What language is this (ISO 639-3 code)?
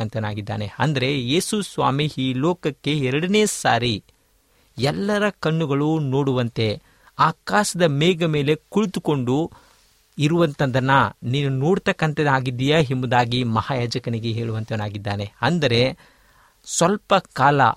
kan